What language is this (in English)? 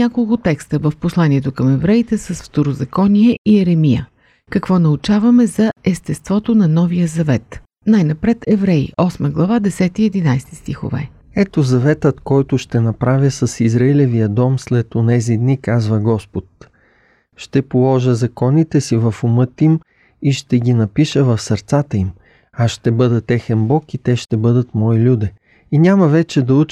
Bulgarian